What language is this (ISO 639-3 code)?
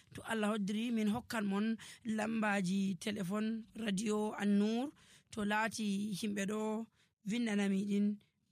fuv